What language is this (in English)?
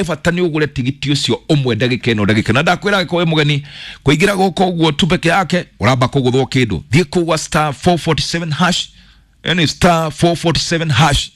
Kikuyu